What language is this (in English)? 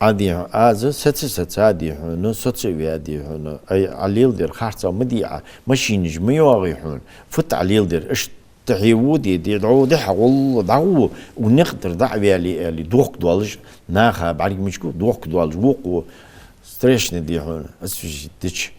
Ingush